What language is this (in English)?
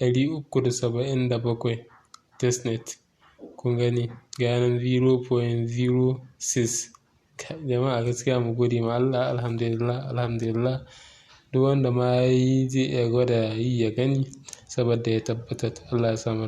Hausa